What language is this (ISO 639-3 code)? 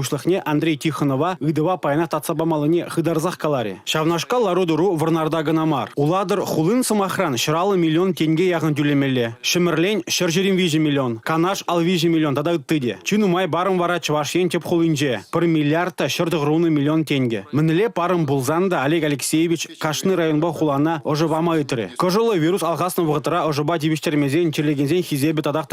chv